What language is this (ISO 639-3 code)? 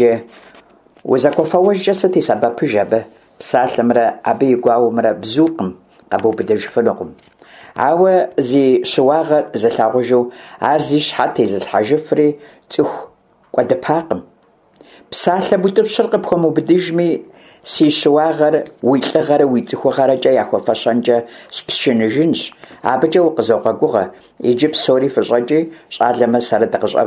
kbd